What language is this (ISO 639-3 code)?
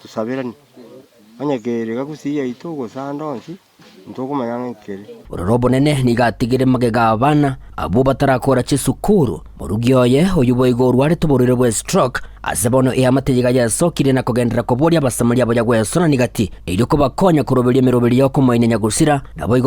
guz